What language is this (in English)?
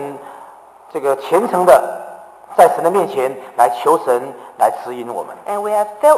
Chinese